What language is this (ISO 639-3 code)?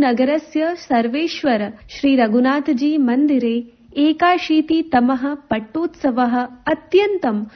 san